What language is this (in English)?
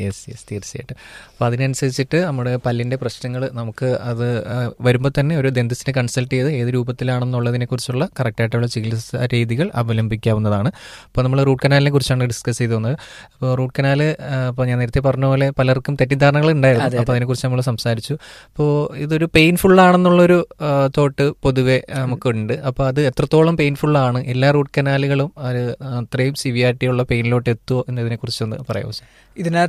Malayalam